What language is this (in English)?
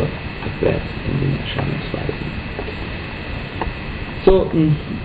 German